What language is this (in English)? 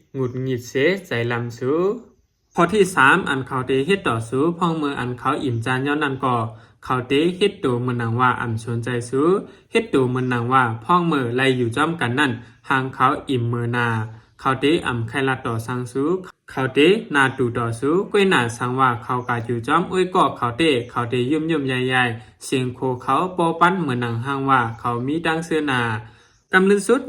Shan